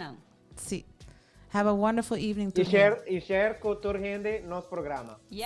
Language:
Papiamento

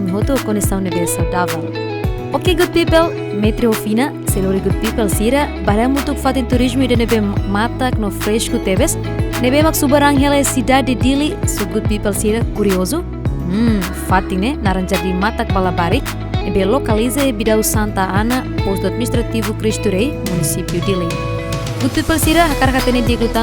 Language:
Tetum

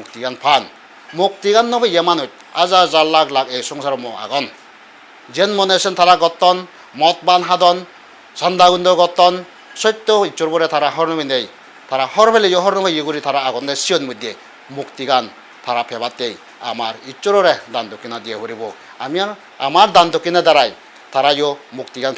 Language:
Chakma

